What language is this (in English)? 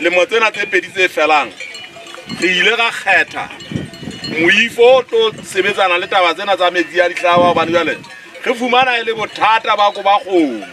Southern Sotho